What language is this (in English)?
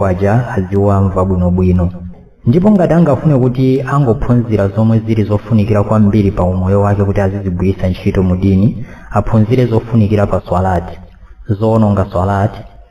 Nyanja